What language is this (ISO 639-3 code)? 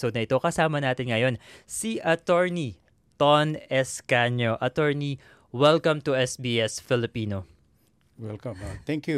fil